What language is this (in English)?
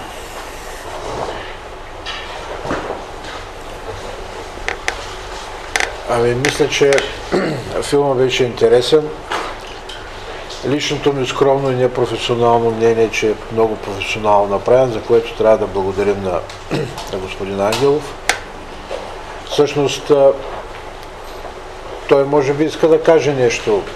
Bulgarian